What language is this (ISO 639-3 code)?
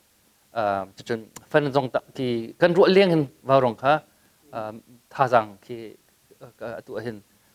cnh